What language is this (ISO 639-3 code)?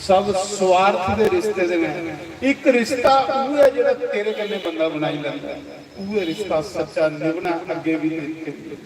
doi